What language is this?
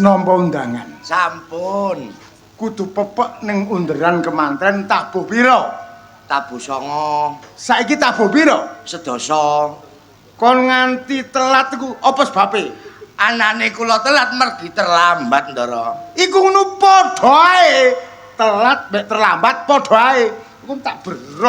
Javanese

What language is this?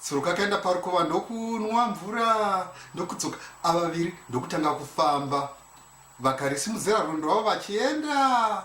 Shona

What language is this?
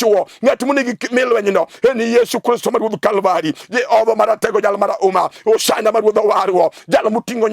Luo (Kenya and Tanzania)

